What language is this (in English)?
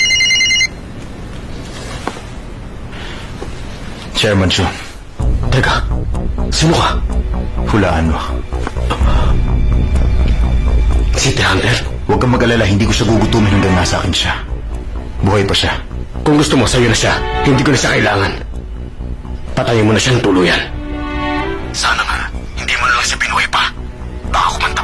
Filipino